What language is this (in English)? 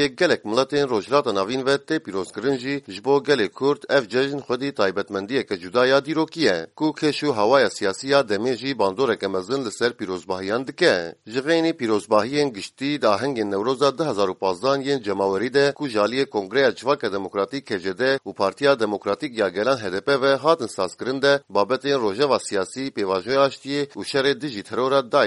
Kurdish